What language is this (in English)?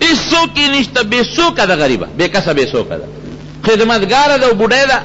Pashto